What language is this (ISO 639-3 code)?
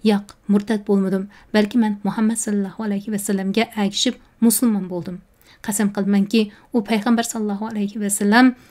uig